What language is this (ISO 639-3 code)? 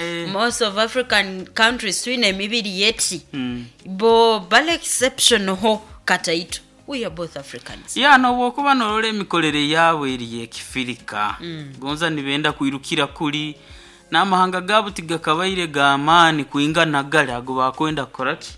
nyo